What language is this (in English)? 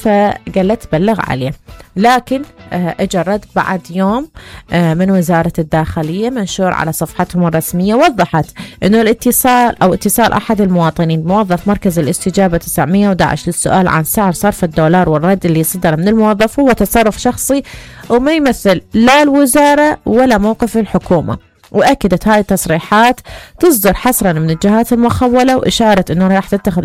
Mesopotamian Arabic